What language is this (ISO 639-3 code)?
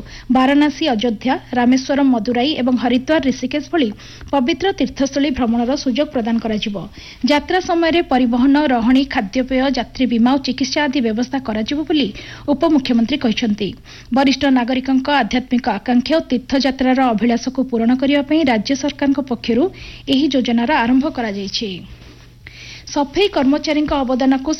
ori